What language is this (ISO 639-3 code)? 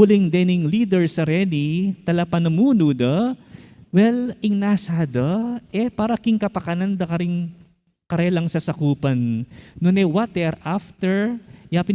pam